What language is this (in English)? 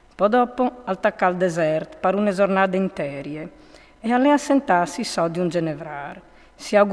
Friulian